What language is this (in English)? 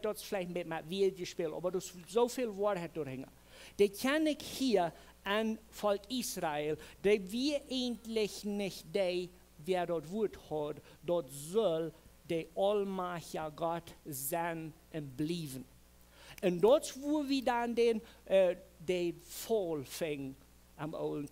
Plautdietsch